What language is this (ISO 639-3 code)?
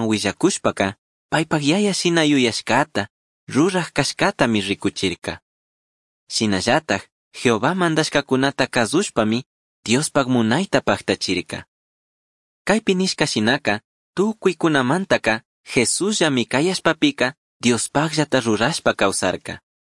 qug